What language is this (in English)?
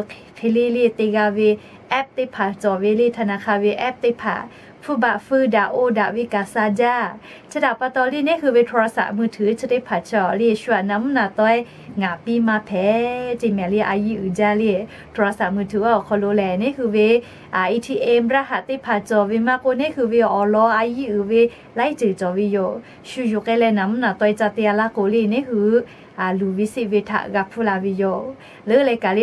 Lahu